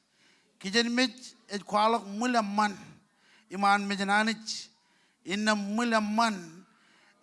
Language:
Marshallese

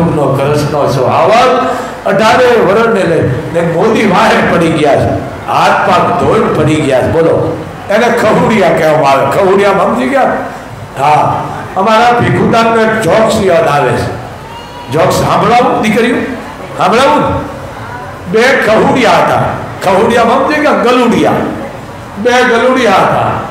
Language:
Gujarati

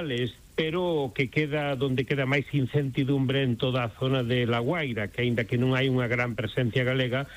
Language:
Galician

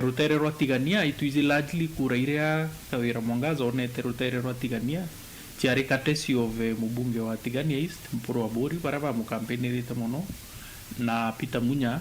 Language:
Meru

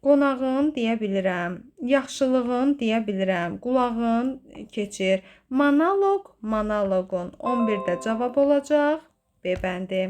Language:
Azerbaijani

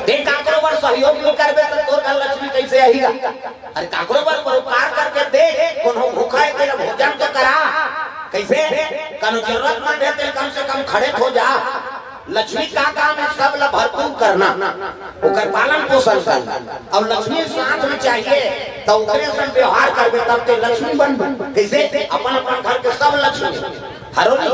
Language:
Chhattisgarhi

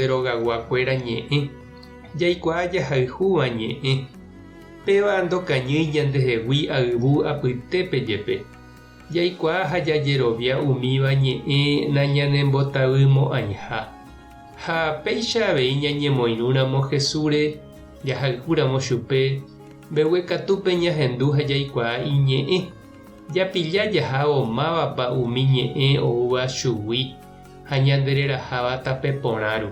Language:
Guarani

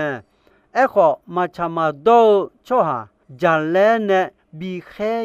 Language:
Akha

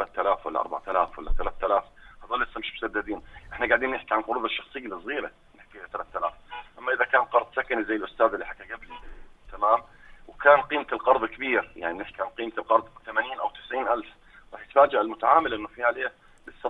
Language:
North Levantine Arabic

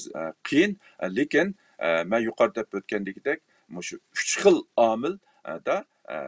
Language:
Uyghur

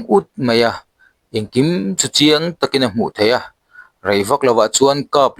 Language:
Mizo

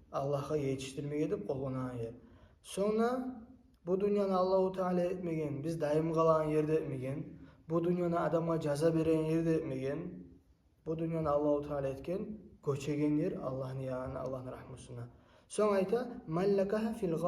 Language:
Kumyk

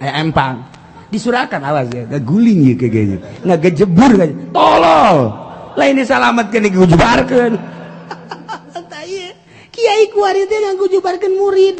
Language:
Sundanese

